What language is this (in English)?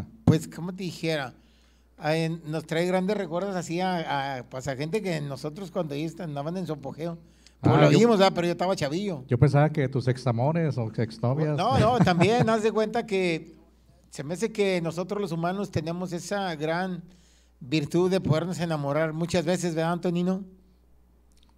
Spanish